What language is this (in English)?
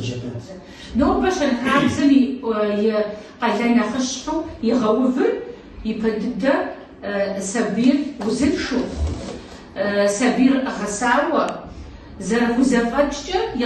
Kabardian